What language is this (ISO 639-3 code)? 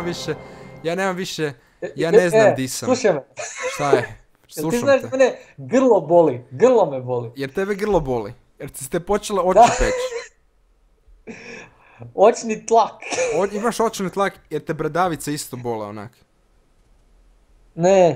hrv